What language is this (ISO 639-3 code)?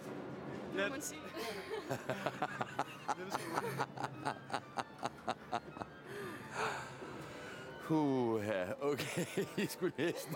dan